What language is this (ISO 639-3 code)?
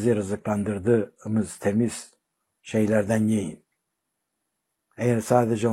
tur